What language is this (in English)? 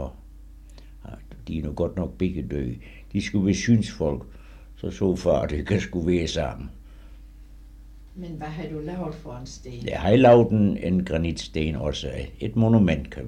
Danish